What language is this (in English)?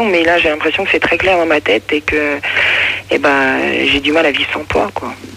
French